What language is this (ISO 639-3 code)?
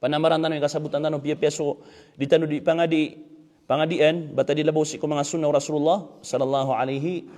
mrw